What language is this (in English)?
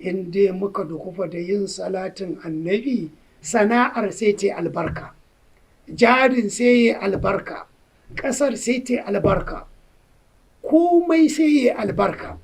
Hausa